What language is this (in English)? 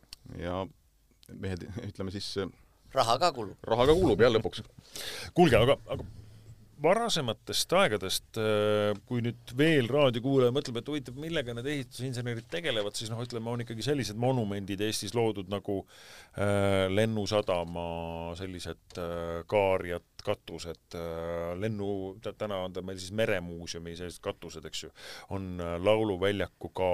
Estonian